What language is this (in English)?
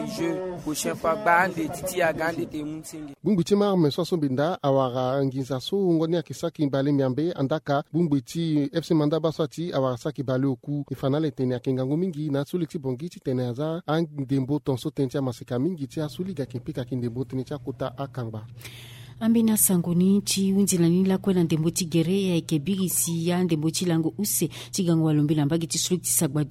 Sango